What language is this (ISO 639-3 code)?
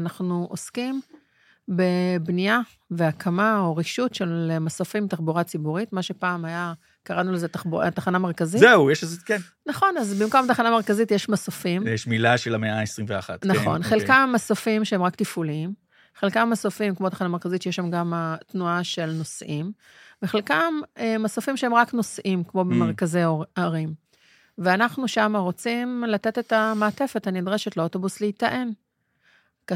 heb